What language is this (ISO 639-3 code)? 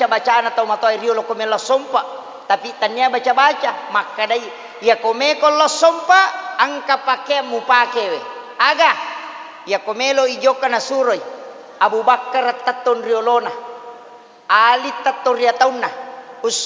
bug